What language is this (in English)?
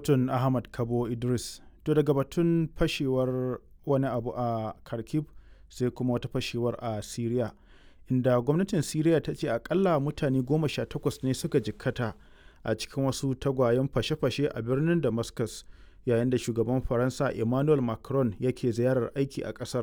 Hausa